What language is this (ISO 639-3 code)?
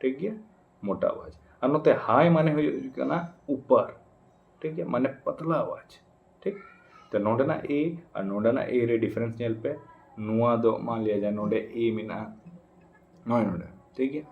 sat